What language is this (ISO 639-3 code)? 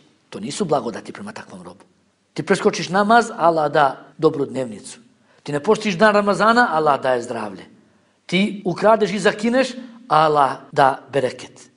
bos